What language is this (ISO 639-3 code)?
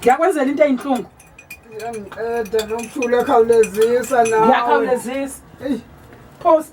zul